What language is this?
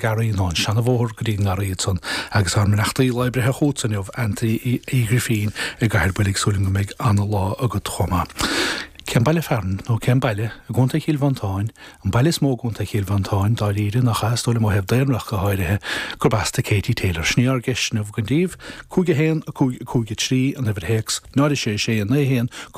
Irish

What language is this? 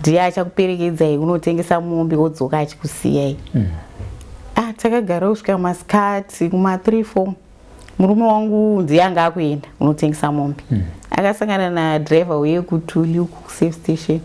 Shona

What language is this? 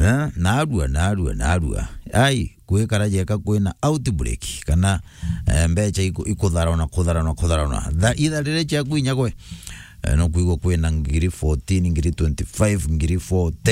Meru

